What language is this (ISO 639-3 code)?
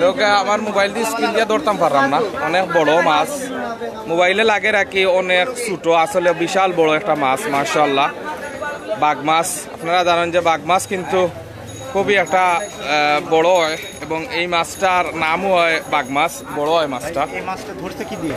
syl